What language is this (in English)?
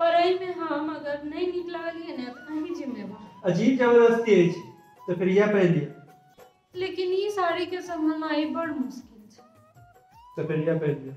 Maithili